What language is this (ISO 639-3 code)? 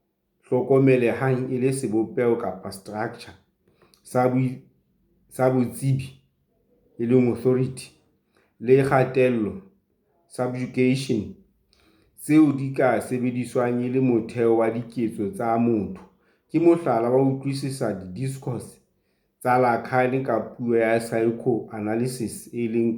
sot